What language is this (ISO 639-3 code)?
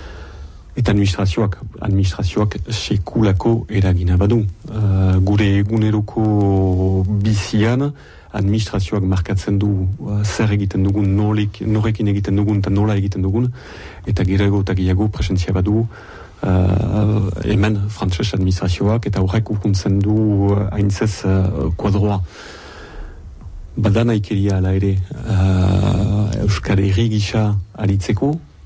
eus